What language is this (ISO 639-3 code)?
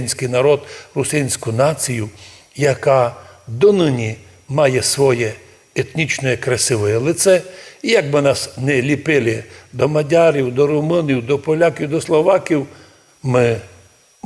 rue